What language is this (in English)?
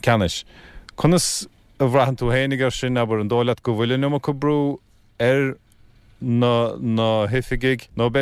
Irish